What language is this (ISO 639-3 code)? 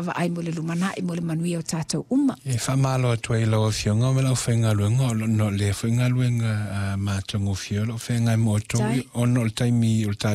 smo